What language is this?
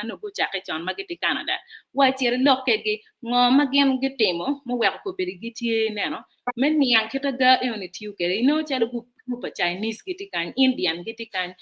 Acoli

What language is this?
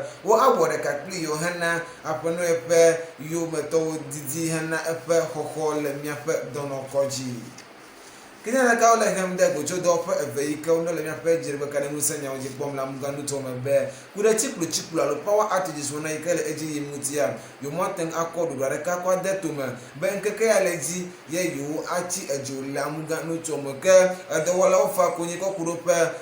Ewe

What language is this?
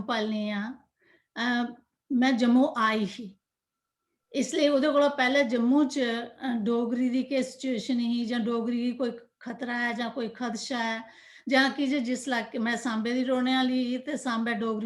Dogri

